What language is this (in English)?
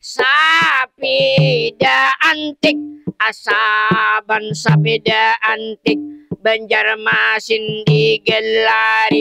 Banjar